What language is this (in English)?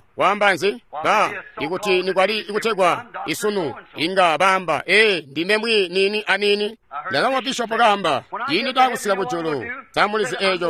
Tonga (Zambia)